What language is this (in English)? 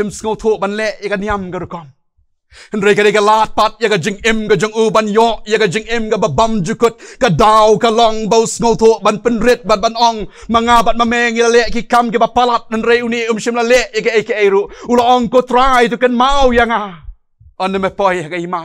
Khasi